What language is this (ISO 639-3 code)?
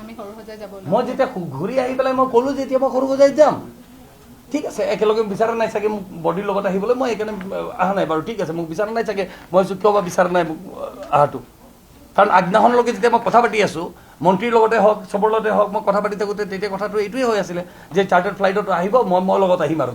asm